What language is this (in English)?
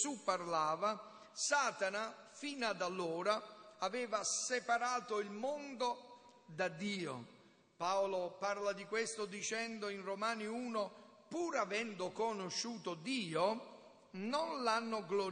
Italian